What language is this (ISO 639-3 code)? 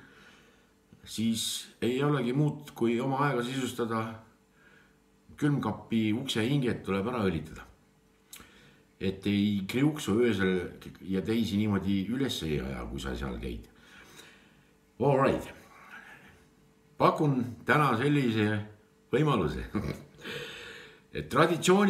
est